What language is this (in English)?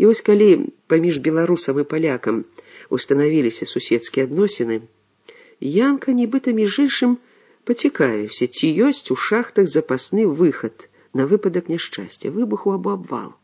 Belarusian